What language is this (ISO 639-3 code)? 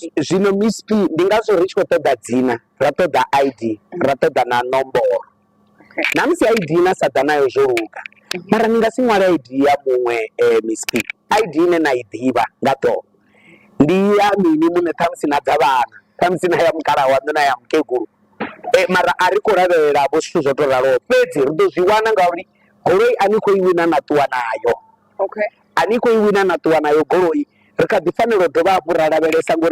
ven